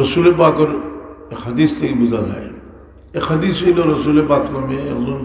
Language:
Sylheti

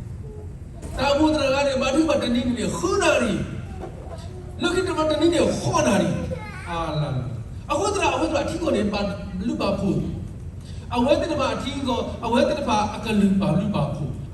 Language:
S'gaw Karen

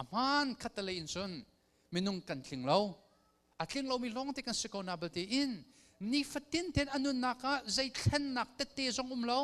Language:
Hakha Chin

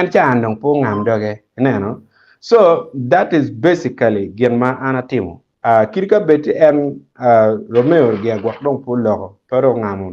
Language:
Acoli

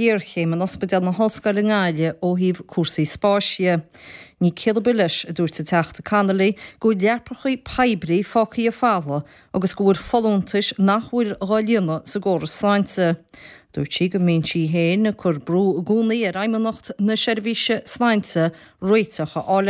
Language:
Irish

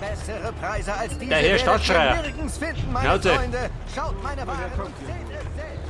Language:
Bavarian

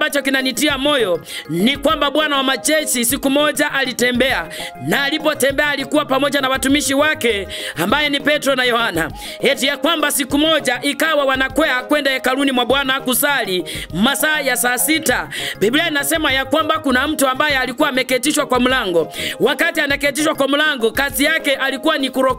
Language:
Swahili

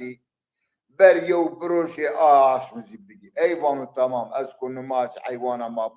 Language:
Zaza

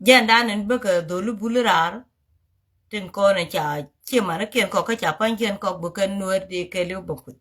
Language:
Nuer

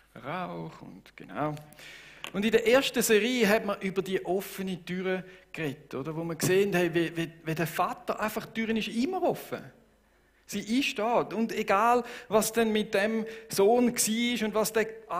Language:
Swiss German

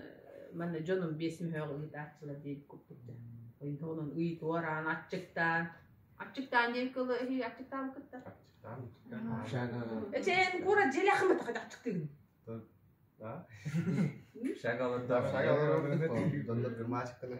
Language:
Yakut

